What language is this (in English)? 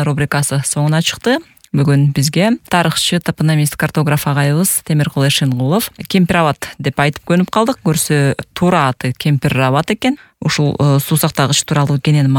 Kyrgyz